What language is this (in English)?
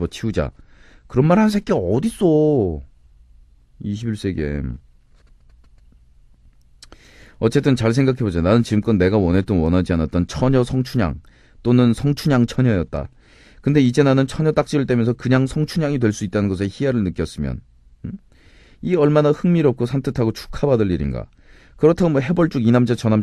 Korean